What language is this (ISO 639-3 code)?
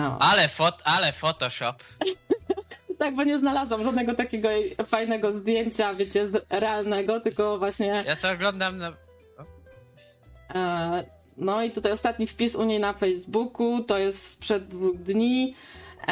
pol